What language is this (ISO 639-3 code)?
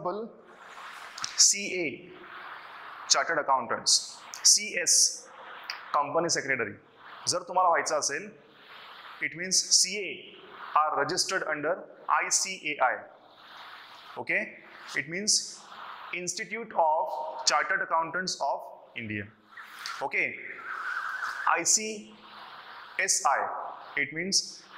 mar